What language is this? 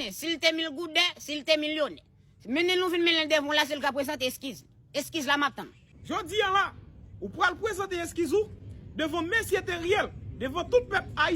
Haitian Creole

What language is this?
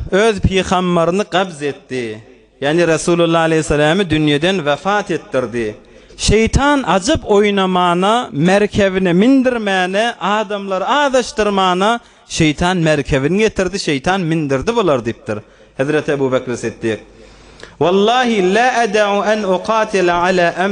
Turkmen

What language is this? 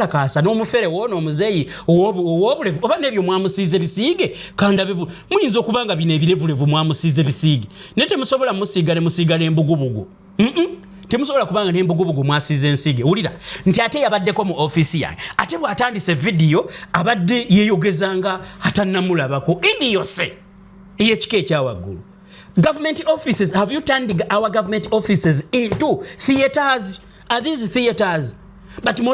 Ganda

